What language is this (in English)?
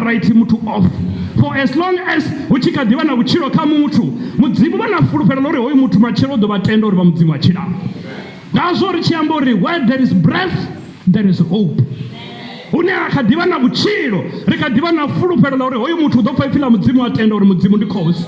Venda